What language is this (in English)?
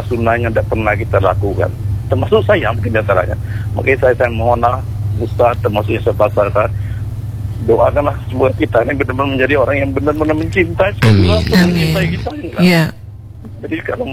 Indonesian